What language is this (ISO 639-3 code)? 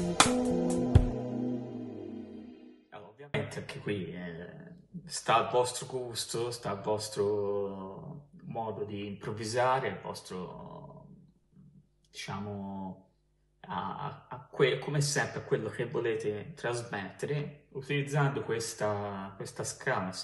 ita